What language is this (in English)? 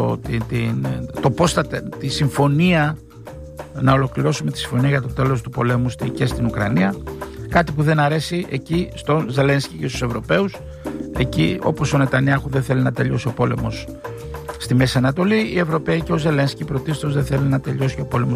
Greek